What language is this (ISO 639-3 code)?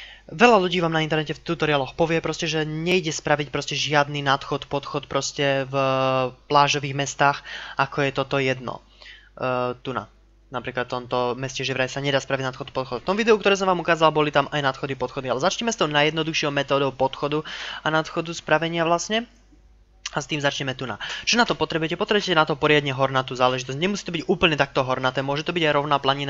slk